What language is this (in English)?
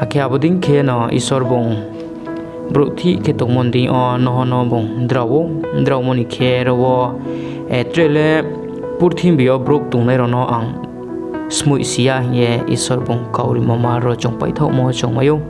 Riang (India)